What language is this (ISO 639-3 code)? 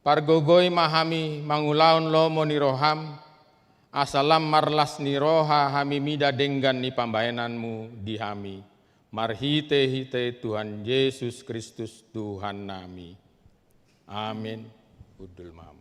bbc